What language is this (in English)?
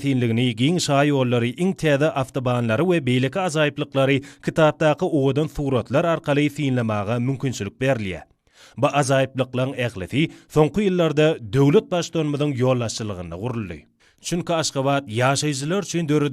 Turkmen